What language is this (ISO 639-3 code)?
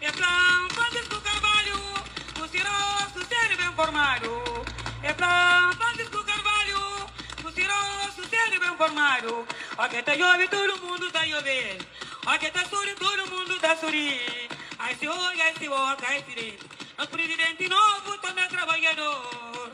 kea